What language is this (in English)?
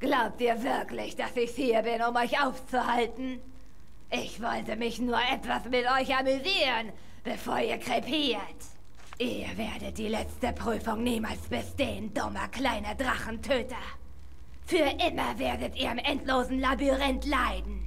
Swiss German